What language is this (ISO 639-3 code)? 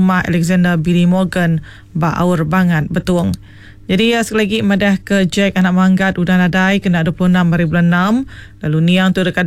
iba